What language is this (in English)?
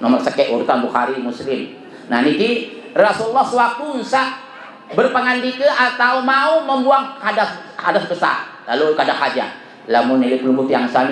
Sasak